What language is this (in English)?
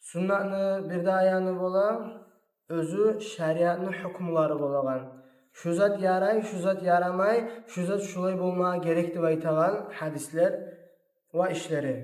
Kumyk